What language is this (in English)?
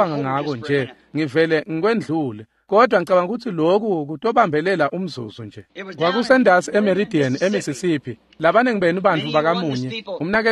Swati